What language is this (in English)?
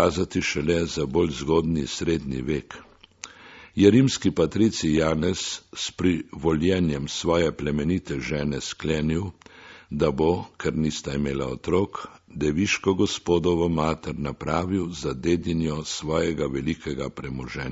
Slovenian